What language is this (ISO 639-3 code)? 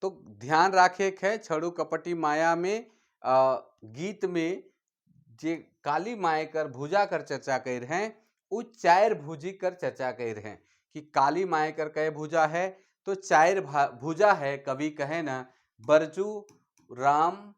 sck